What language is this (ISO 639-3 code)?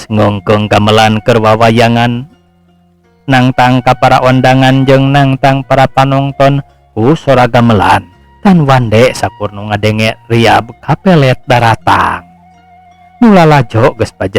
sun